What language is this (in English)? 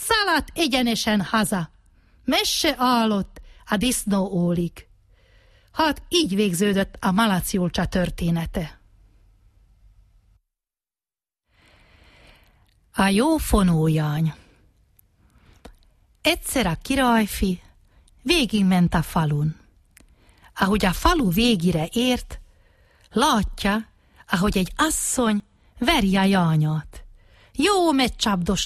Hungarian